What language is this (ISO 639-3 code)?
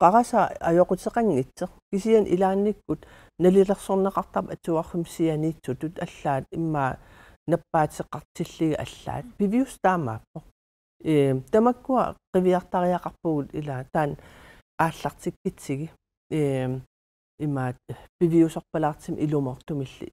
kal